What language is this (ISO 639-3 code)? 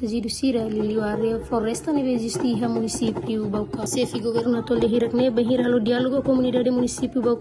tet